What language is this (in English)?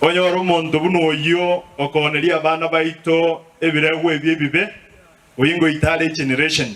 Gusii